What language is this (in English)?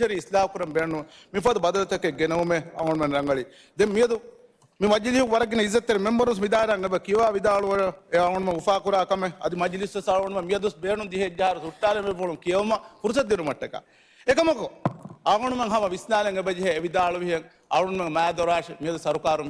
Divehi